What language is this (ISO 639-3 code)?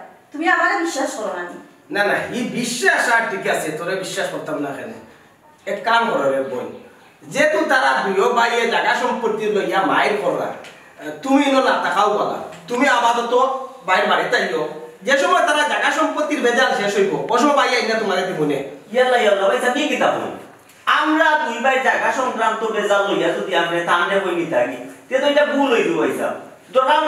syl